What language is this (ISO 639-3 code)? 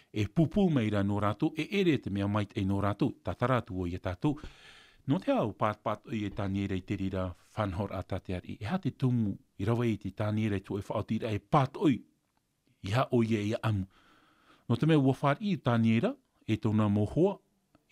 tah